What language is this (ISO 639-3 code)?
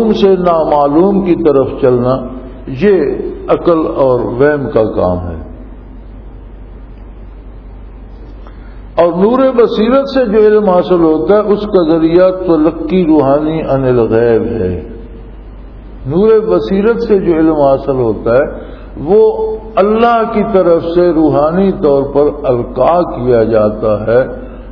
urd